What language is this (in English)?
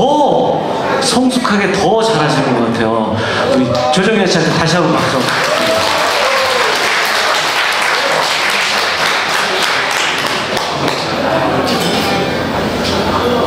Korean